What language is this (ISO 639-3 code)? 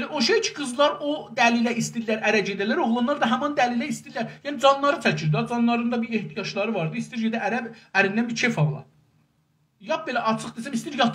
azb